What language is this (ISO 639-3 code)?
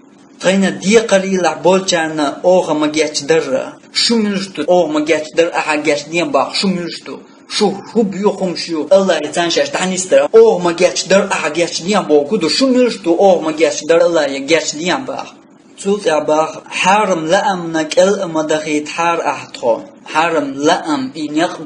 che